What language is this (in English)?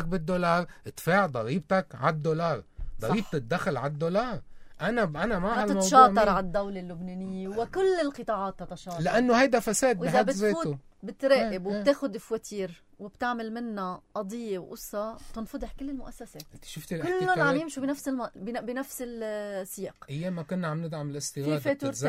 North Levantine Arabic